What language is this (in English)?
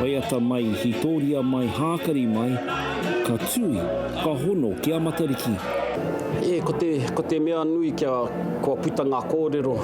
Māori